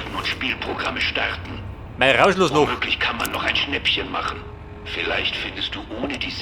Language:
Bavarian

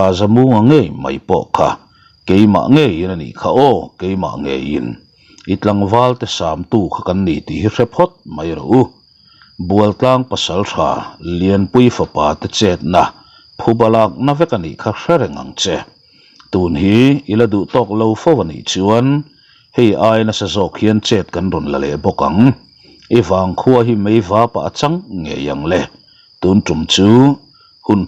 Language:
Mizo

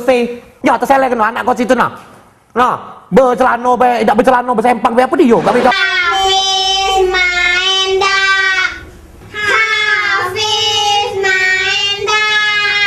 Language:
Musi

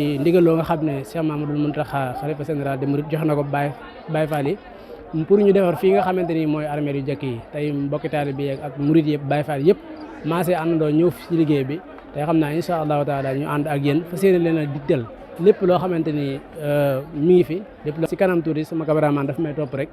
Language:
Wolof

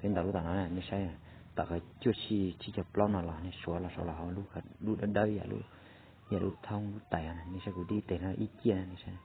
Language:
Hmong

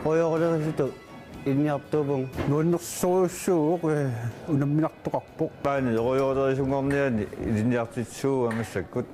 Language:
Kalaallisut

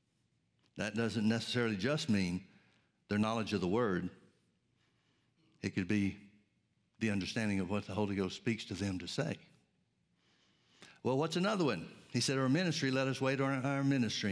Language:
English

